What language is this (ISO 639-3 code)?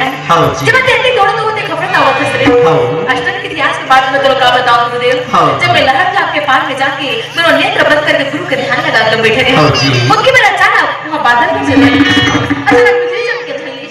hne